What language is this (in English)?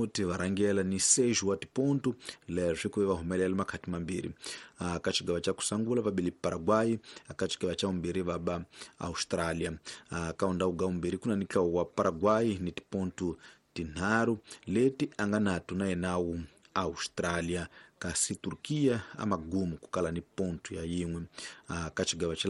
Tsonga